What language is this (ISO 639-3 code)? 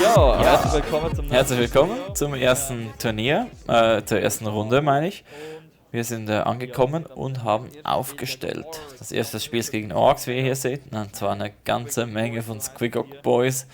gsw